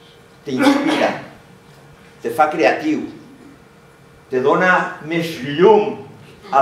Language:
Catalan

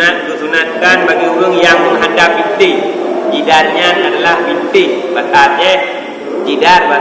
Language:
Achinese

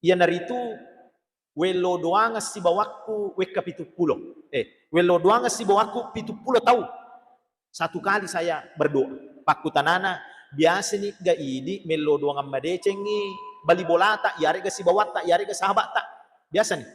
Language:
Buginese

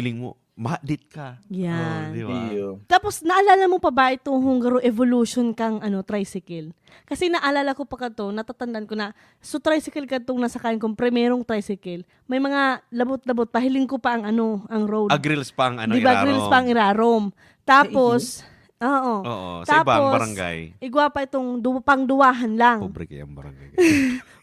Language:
Bikol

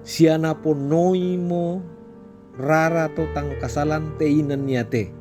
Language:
Toraja-Sa'dan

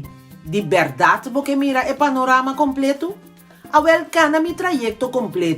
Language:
Papiamento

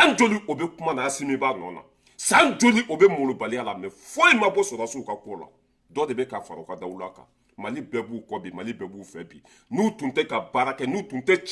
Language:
Bambara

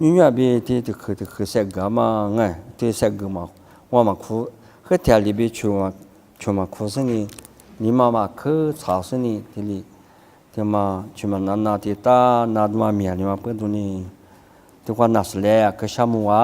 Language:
Lisu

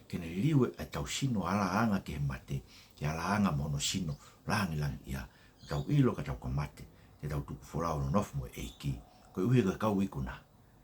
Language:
Tongan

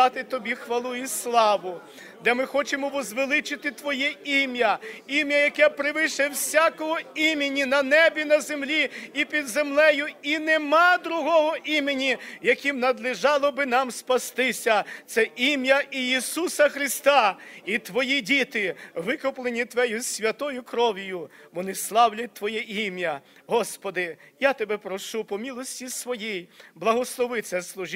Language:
Ukrainian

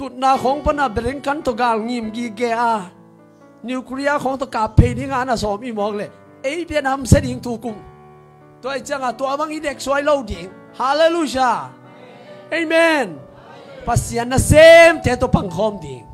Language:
Tedim Chin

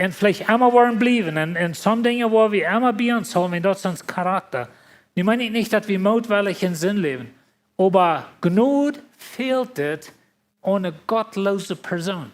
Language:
Plautdietsch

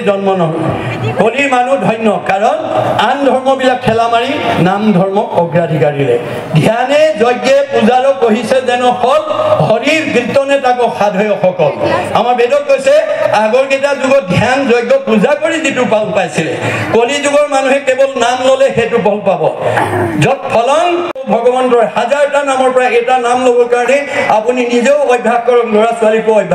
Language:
Assamese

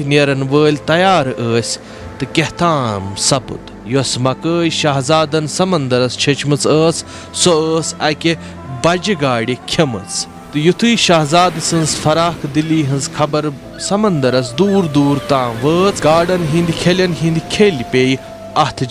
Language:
Kashmiri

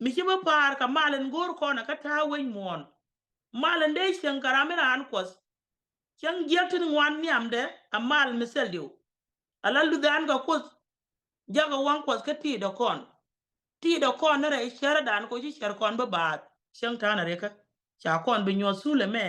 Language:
Nuer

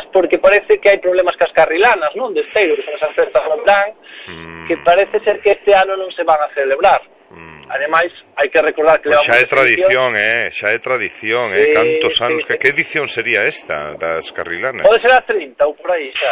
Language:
Galician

